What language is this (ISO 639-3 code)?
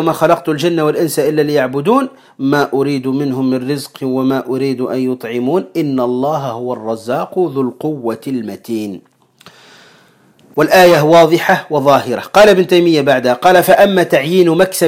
ara